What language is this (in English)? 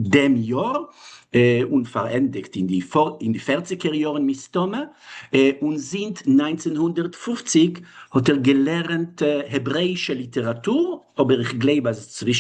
Yiddish